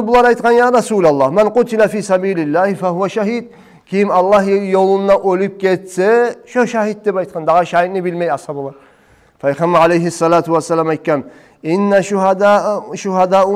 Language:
Kumyk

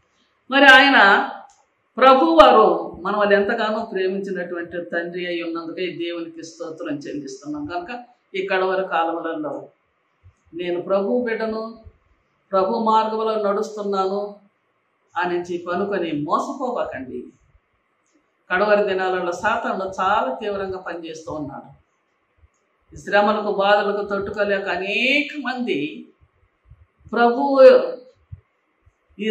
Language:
Telugu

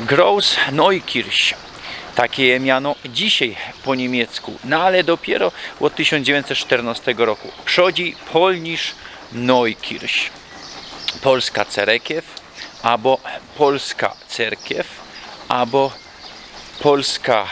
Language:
Silesian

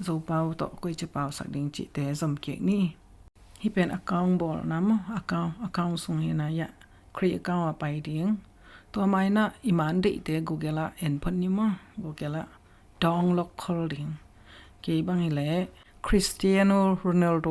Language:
Tedim Chin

